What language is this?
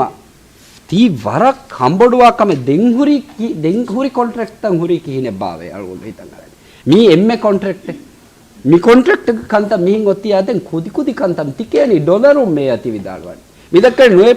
Divehi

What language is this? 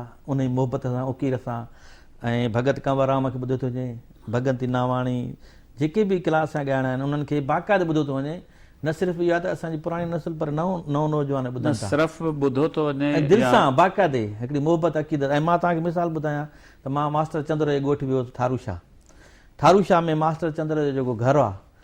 Sindhi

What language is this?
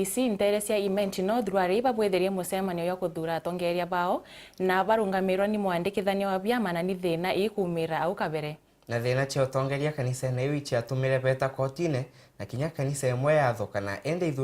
Meru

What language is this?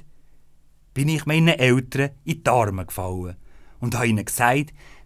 Swiss German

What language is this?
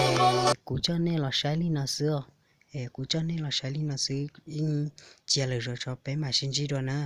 Hmong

